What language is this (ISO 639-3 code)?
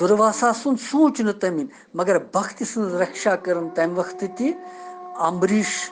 kas